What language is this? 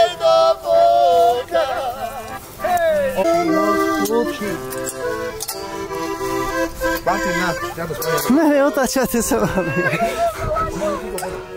Slovak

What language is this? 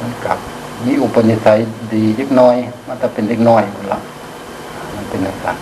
Lao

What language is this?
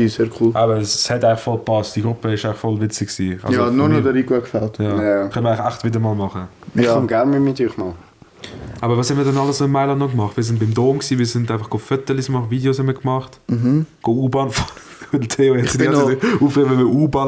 Swiss German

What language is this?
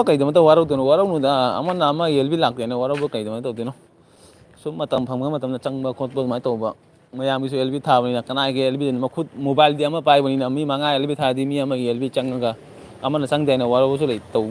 Manipuri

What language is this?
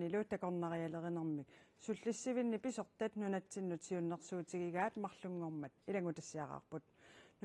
Kalaallisut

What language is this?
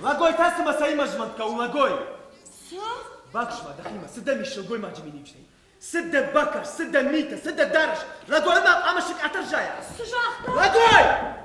Ossetic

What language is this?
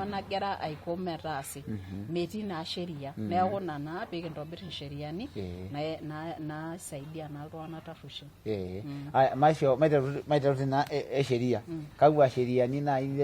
Masai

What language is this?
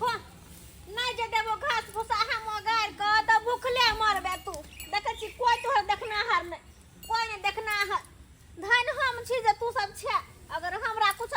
Maithili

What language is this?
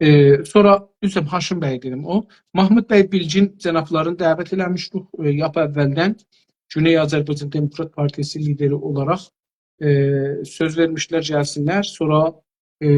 South Azerbaijani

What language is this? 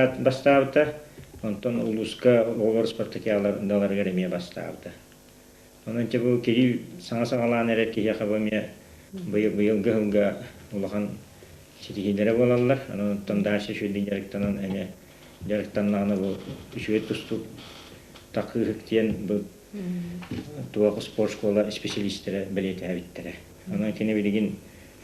Yakut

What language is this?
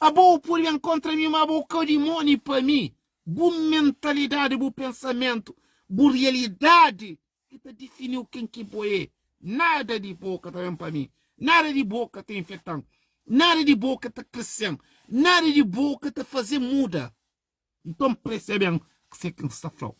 Kabuverdianu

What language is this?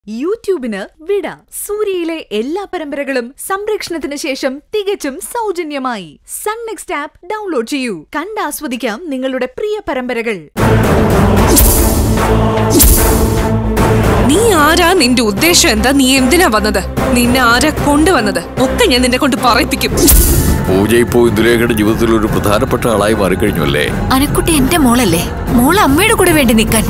Malayalam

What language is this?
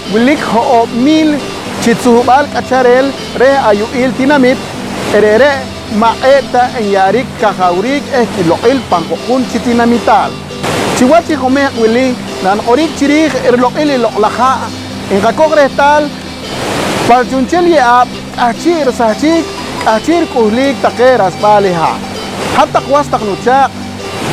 Poqomchi'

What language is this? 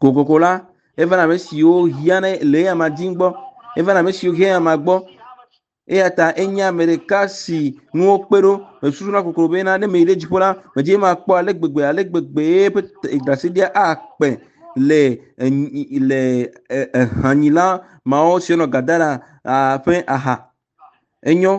Ewe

